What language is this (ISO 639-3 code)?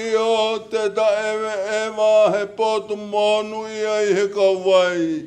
ton